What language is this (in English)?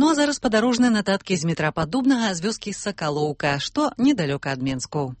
Belarusian